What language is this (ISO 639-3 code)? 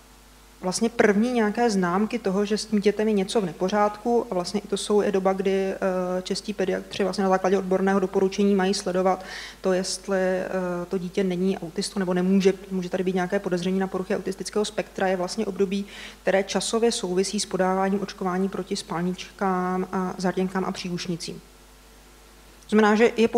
ces